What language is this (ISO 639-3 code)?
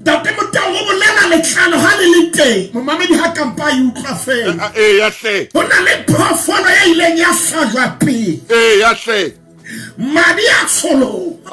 sot